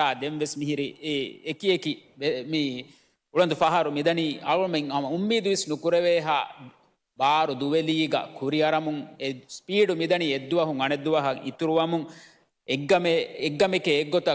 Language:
Divehi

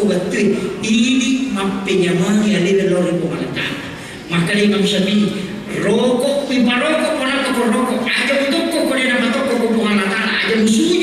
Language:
Buginese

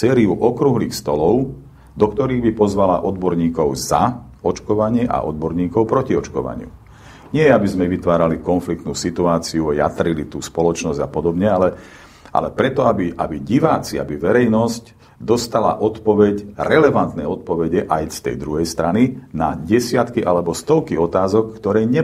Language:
Slovak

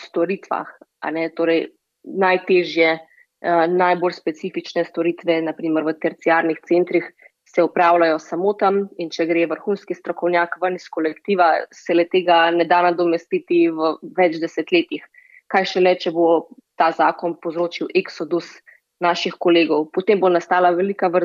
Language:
Slovenian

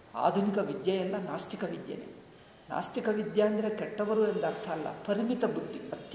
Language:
Kannada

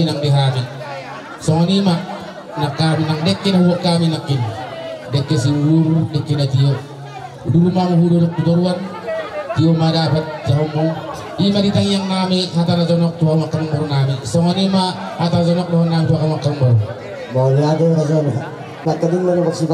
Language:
Batak Toba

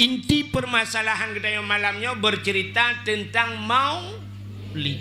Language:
Achinese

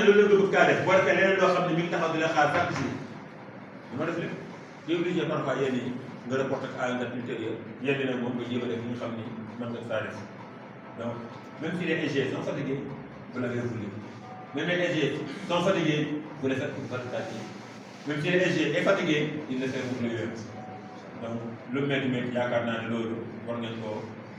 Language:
Wolof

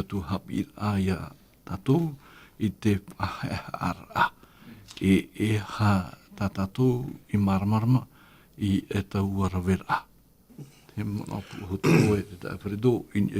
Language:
Tahitian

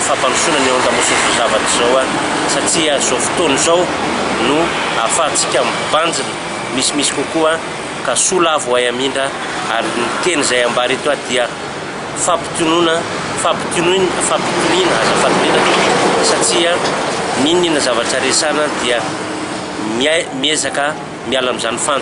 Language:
Malagasy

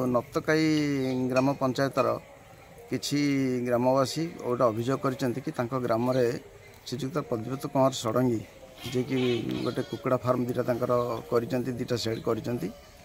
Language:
Odia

